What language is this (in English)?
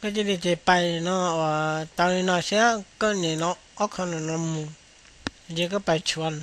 Hmong